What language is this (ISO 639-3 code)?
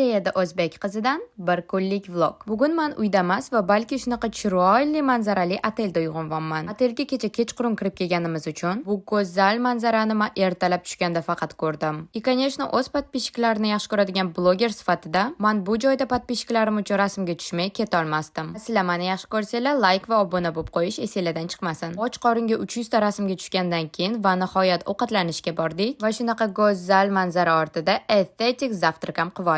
uzb